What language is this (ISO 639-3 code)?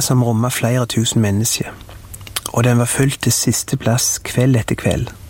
nor